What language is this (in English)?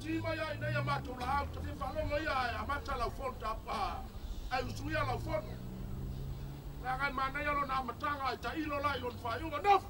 Samoan